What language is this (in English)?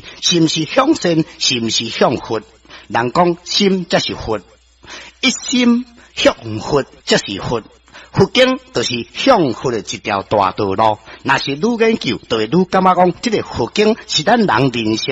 Min Nan Chinese